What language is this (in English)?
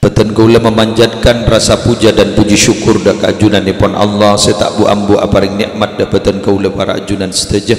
Madurese